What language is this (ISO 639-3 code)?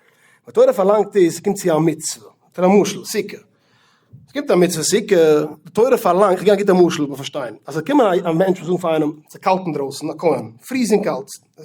yid